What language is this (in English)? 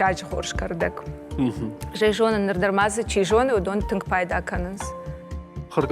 Ossetic